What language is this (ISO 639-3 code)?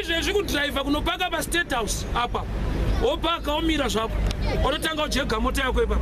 sna